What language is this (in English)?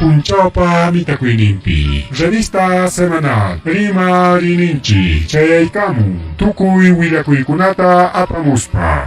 Ayacucho Quechua